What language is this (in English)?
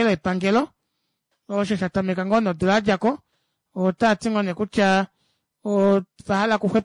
Kuanyama